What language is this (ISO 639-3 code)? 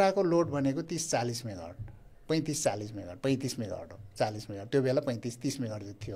nep